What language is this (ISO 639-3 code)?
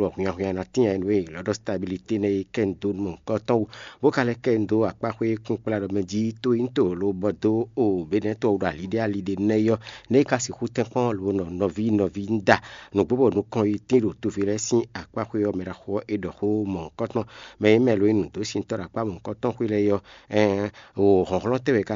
fon